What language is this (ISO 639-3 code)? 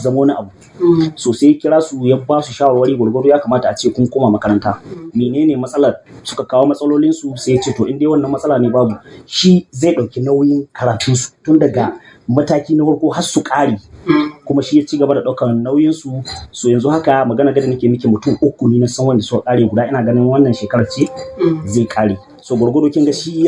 hau